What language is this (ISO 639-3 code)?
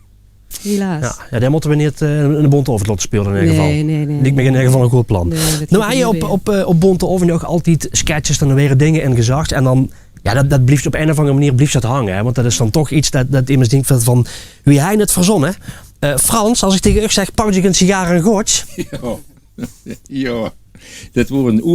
lim